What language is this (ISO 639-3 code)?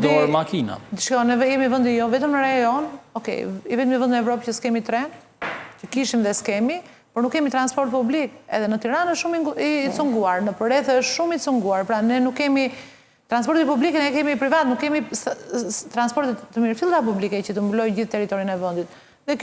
sqi